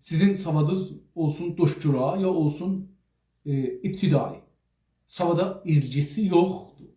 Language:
South Azerbaijani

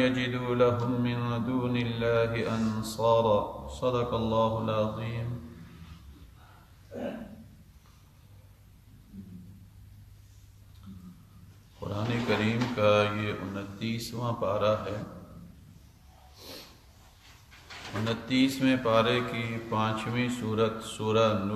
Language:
Urdu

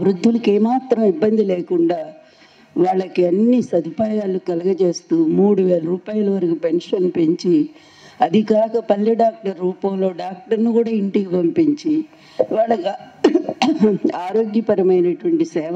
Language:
Telugu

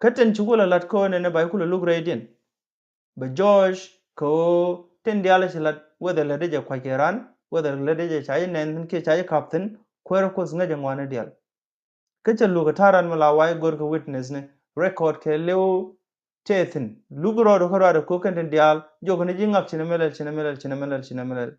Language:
Nuer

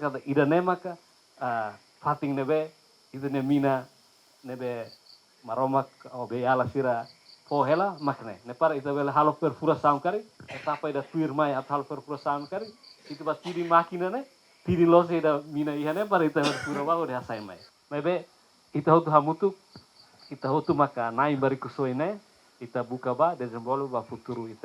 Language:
Tetum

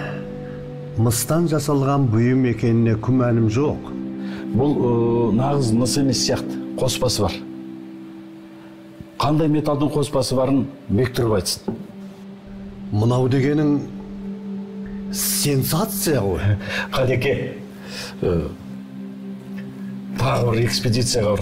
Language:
Kazakh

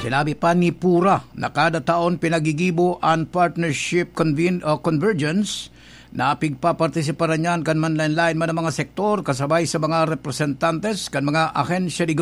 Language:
Bikol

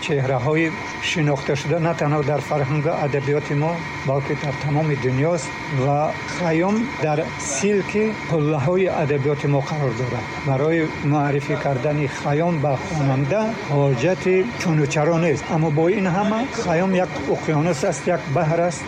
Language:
Tajik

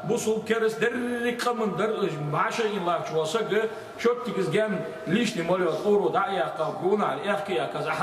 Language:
Ingush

